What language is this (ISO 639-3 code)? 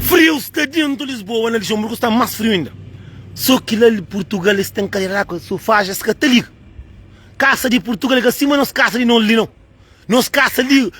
kea